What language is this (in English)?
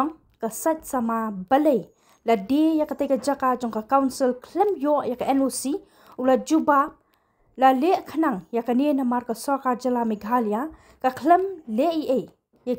Khasi